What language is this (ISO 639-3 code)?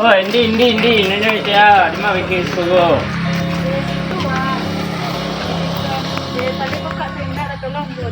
min